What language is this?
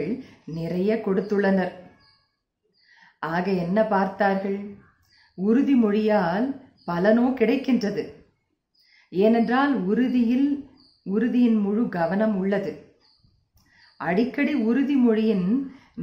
Tamil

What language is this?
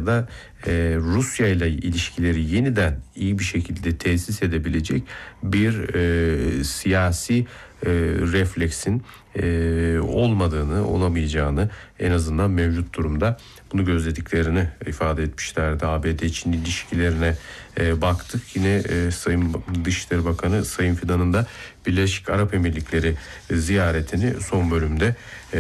Turkish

